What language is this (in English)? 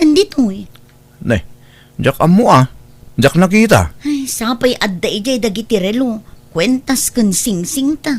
Iloko